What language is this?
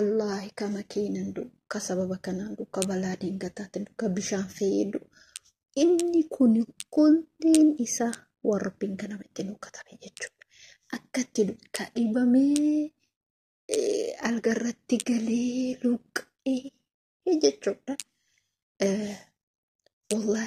Oromo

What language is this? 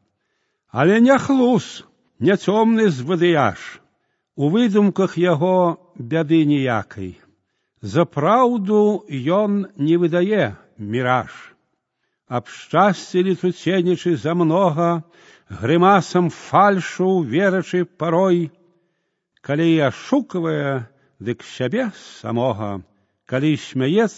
Belarusian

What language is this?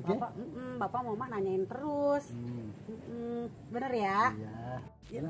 Betawi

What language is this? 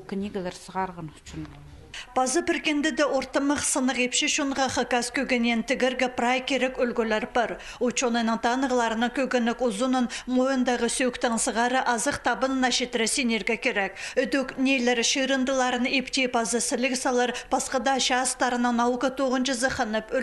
Khakas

